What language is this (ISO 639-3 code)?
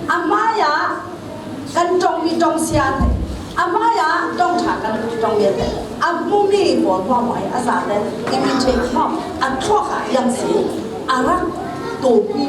cfm